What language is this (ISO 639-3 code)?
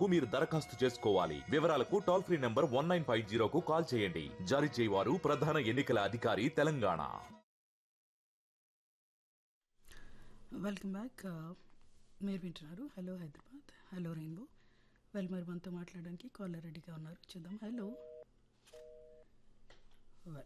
tel